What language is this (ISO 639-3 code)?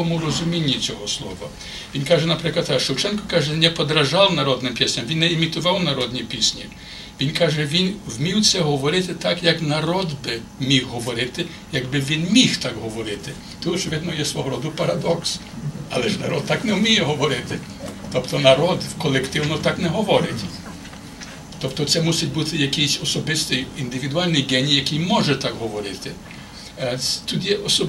ukr